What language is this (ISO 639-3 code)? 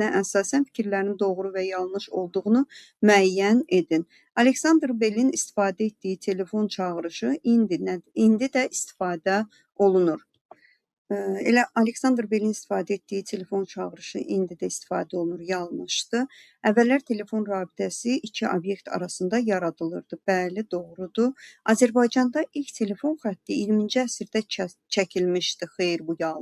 aze